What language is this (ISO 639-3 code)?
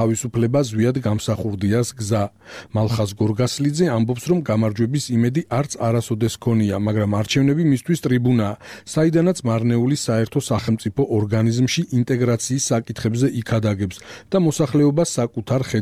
kat